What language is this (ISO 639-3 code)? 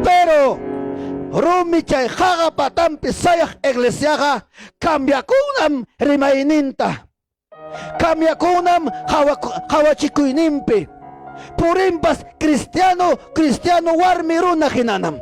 quy